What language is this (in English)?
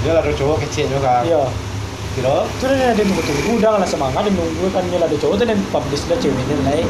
Minangkabau